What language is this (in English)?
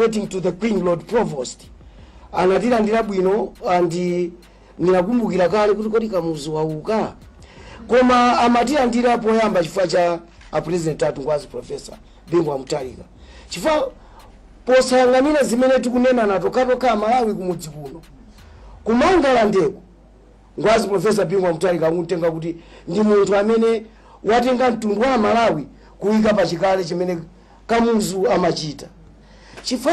Nyanja